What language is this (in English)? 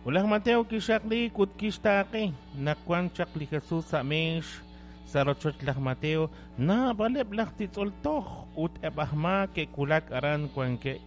Kekchí